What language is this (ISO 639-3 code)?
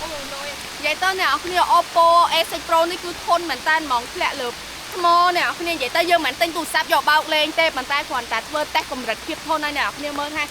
khm